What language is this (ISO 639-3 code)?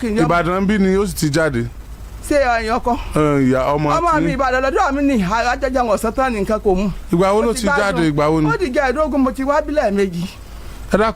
yor